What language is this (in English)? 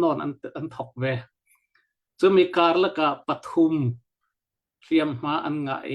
Hakha Chin